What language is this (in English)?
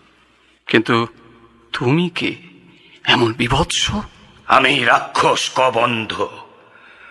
Bangla